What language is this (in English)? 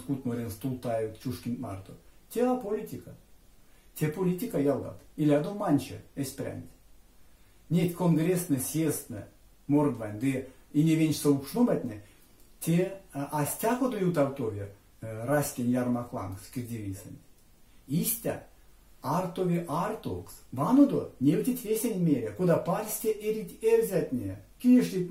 Erzya